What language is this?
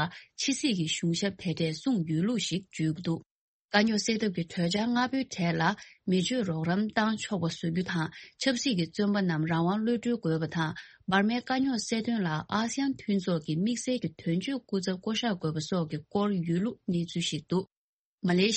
Tibetan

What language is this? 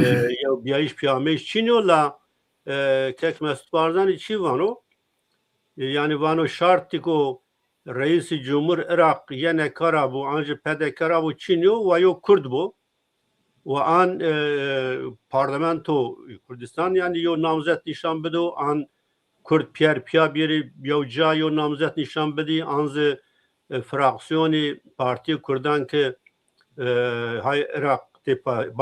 Zaza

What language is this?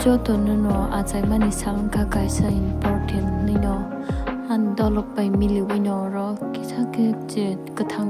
Kok Borok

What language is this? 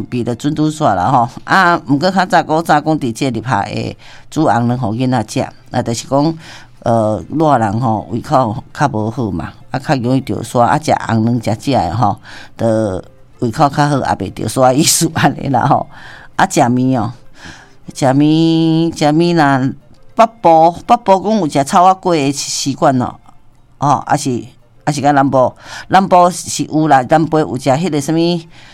Min Nan Chinese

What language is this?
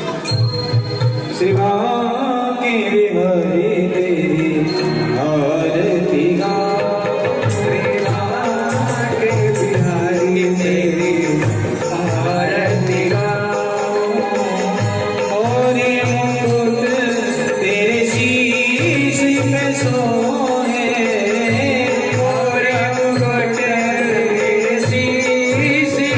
Hindi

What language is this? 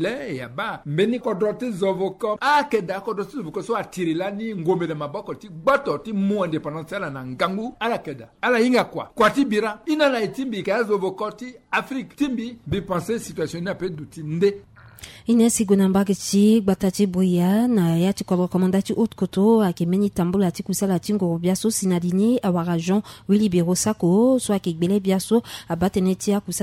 Sango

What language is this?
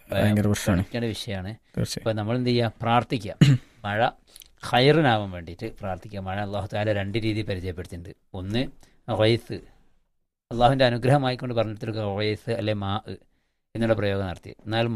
Malayalam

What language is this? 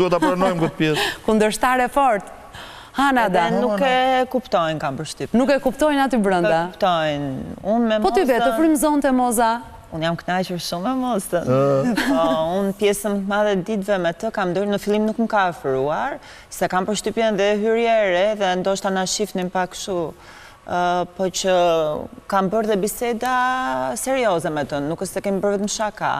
Albanian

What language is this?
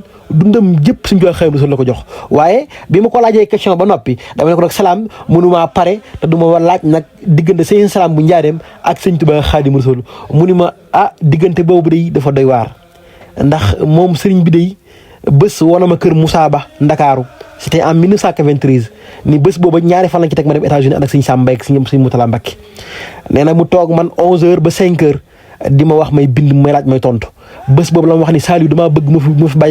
Wolof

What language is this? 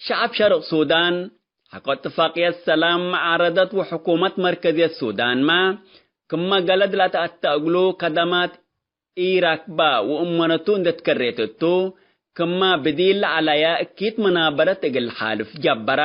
Tigre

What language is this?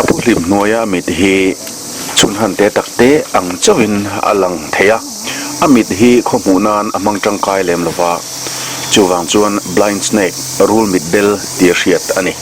Mizo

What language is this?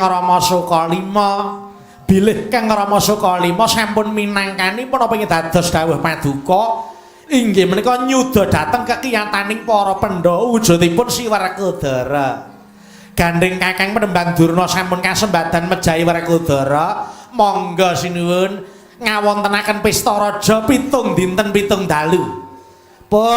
Javanese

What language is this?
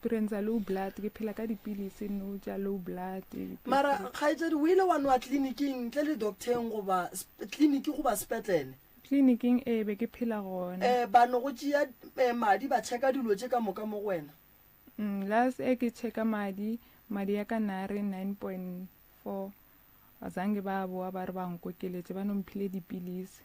Northern Sotho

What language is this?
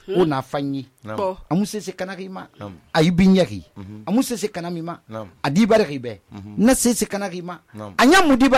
Susu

